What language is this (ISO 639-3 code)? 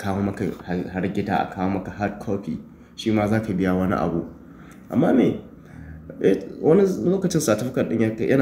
hau